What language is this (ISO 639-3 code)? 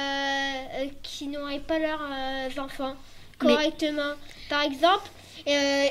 fra